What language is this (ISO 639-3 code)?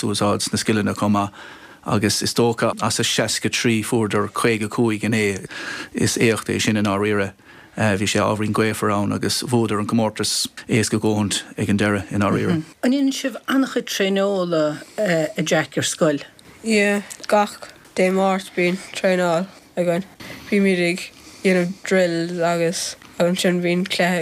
gle